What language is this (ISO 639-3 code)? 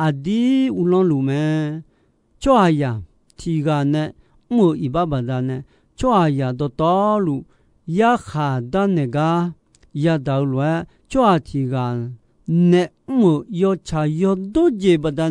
ahk